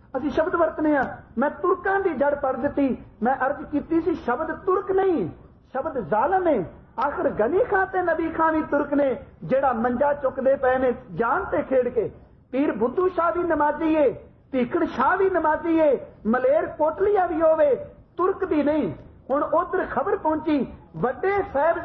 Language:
Punjabi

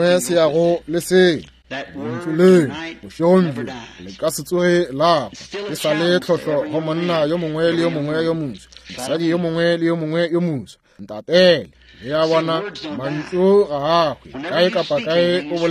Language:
Northern Sotho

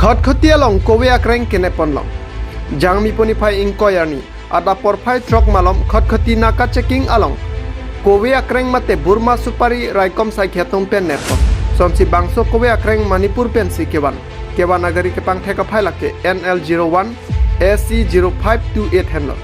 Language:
Karbi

